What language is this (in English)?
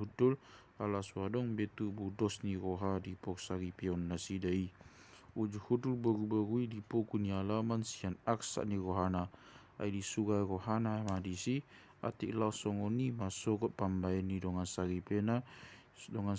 Batak Toba